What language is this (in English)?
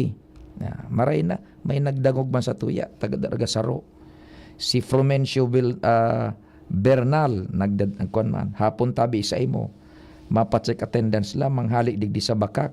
Bikol